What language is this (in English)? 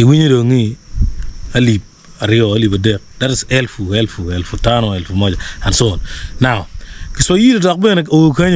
Acoli